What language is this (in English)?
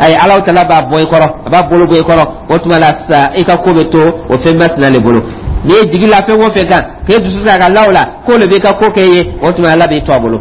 Dyula